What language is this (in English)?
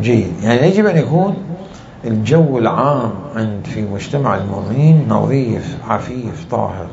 Mesopotamian Arabic